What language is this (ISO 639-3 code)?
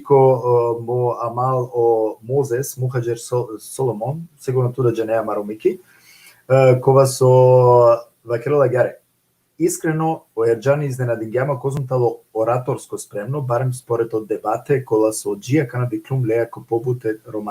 rmn